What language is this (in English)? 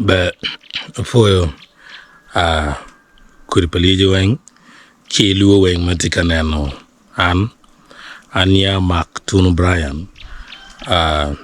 Acoli